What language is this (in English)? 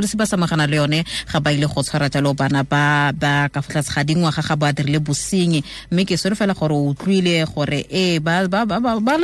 Tswana